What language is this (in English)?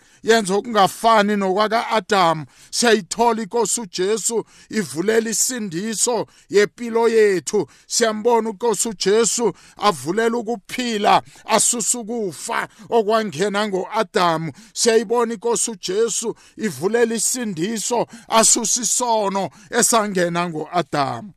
South Ndebele